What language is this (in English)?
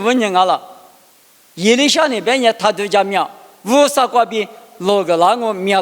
Lisu